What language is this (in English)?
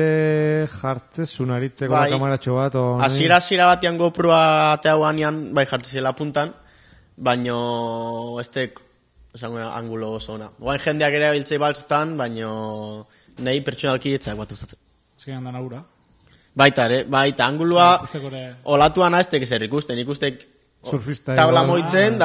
Basque